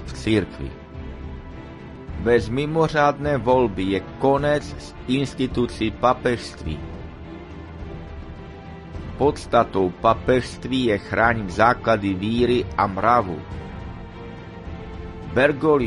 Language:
Czech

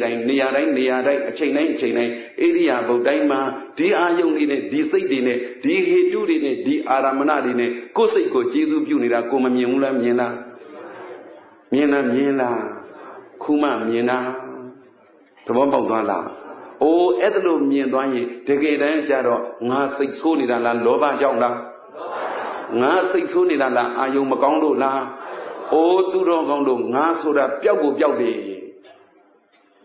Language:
Burmese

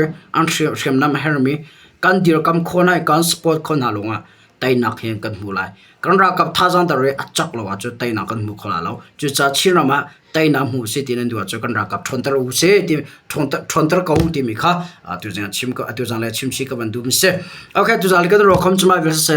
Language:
Hakha Chin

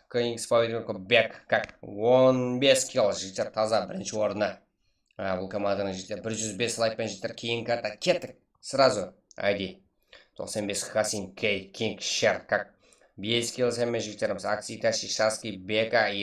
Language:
Kara-Kalpak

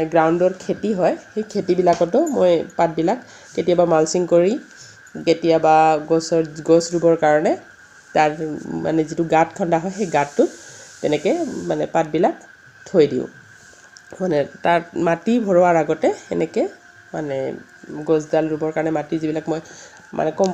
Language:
Assamese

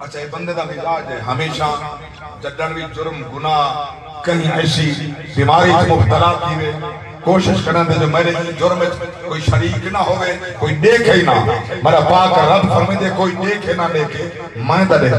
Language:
Saraiki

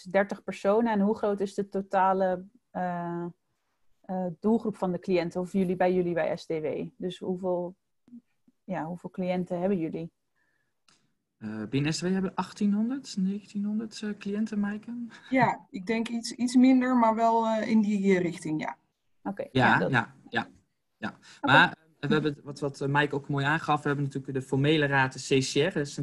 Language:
Dutch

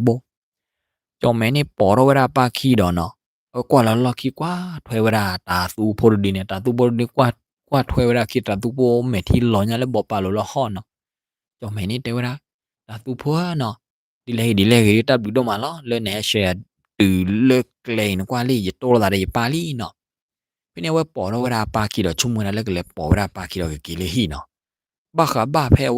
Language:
S'gaw Karen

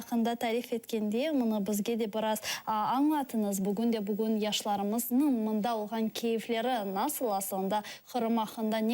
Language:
Crimean Tatar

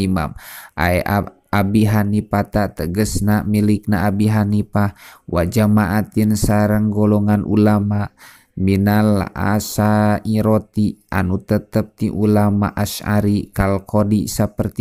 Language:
Sundanese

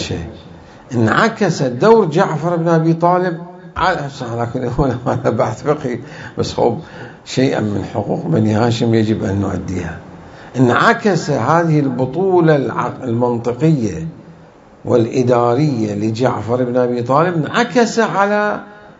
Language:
Mesopotamian Arabic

